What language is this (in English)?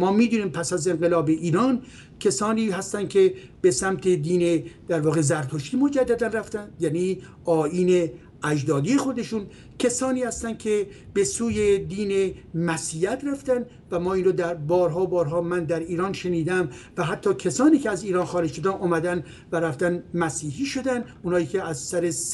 Persian